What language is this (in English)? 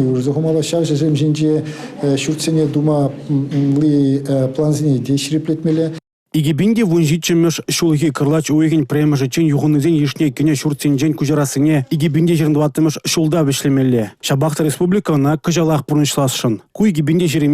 Chuvash